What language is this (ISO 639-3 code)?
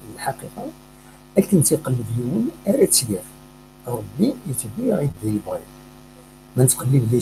kab